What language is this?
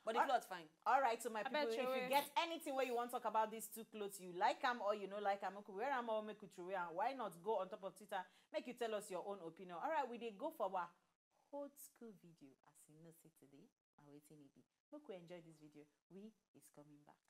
Nigerian Pidgin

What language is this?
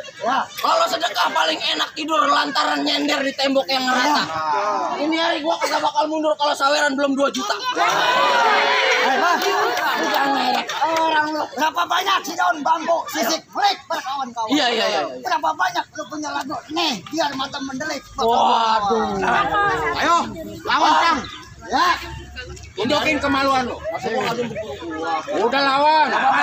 Betawi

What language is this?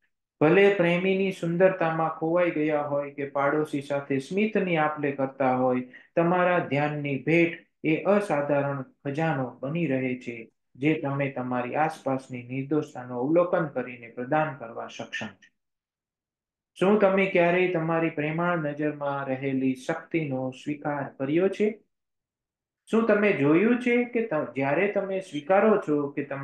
Gujarati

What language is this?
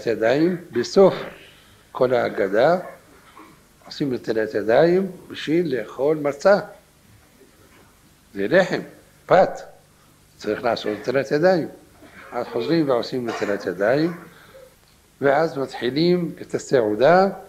Hebrew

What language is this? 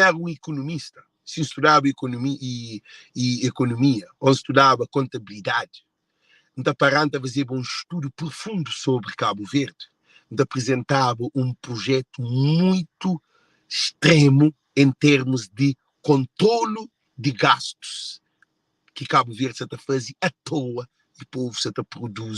Kabuverdianu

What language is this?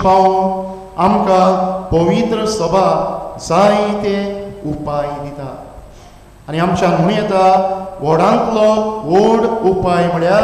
Konkani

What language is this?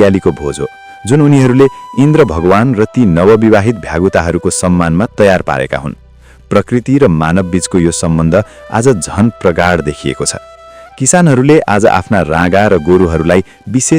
Nepali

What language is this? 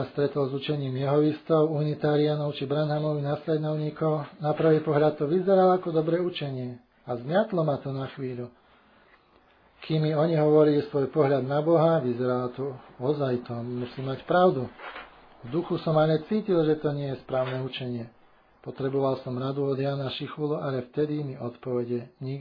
Slovak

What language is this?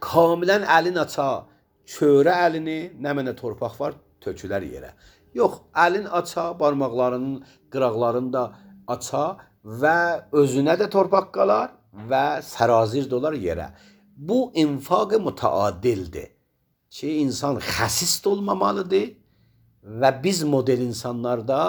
Azerbaijani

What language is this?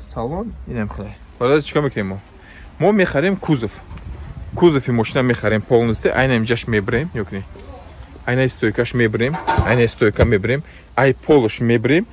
Tajik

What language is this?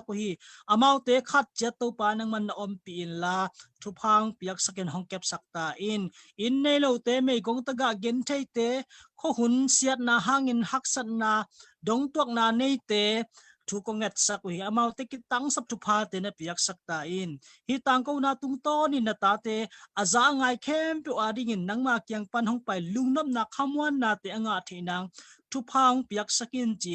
Tedim Chin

